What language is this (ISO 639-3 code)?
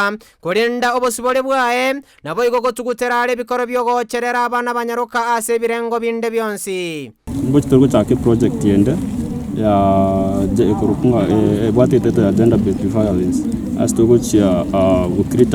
guz